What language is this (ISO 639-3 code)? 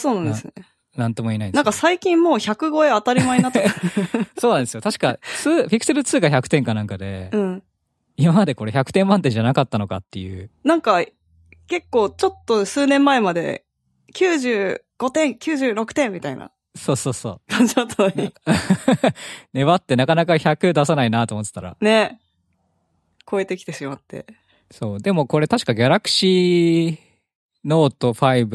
jpn